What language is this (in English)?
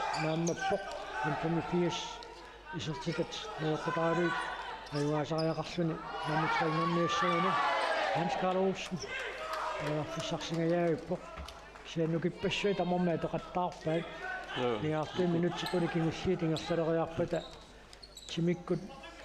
Kalaallisut